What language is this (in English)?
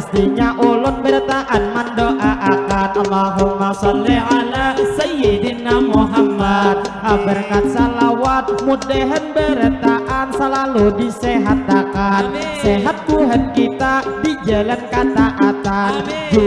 Banjar